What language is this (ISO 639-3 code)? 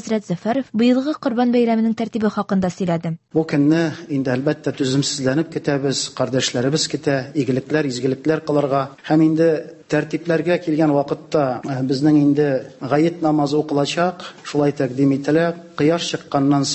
tat